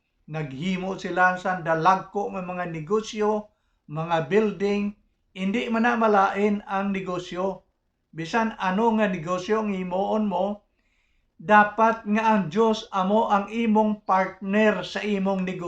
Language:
Hiligaynon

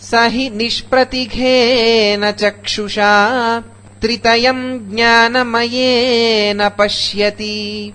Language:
Sanskrit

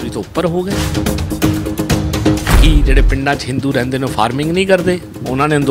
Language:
Punjabi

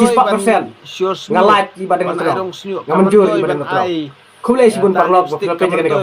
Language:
Khasi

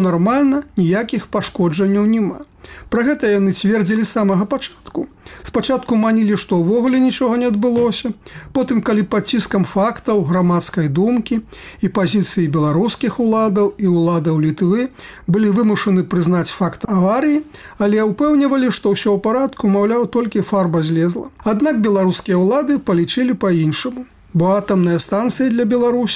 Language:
Belarusian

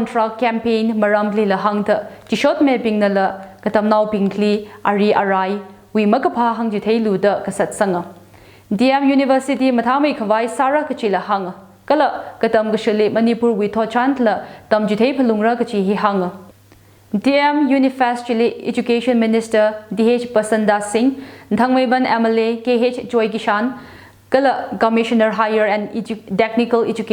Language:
Tangkhul Naga (India)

